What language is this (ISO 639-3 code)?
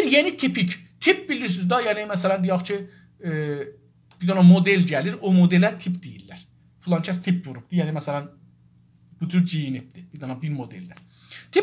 azb